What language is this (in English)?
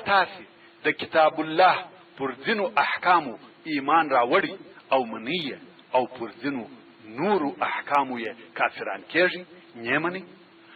Pashto